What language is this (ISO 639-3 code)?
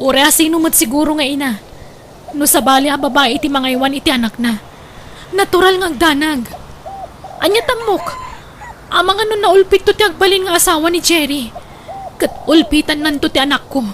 ilo